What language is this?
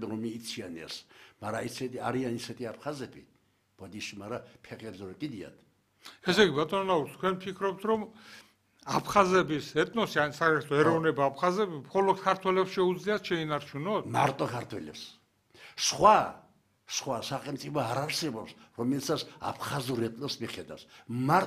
Georgian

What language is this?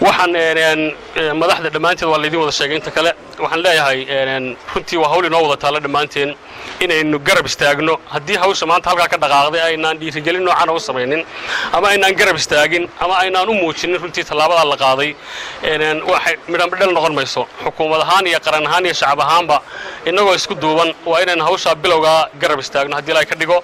Somali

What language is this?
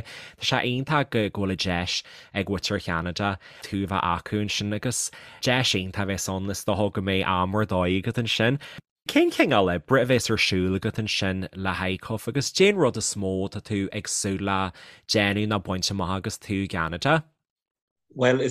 Irish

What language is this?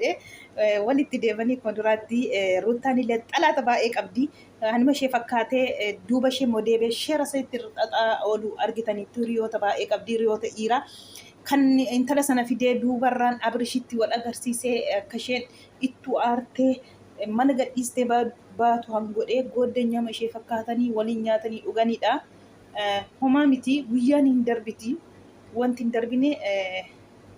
Oromo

